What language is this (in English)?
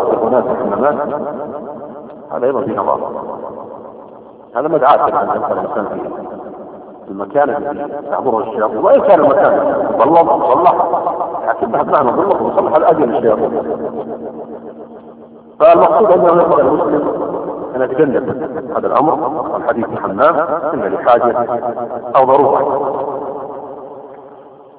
Arabic